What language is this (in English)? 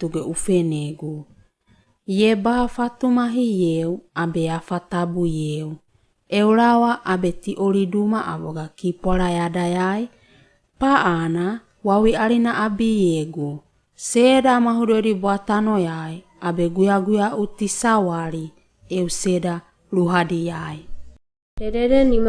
Wagawaga